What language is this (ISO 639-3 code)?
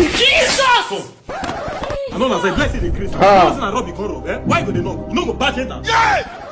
pcm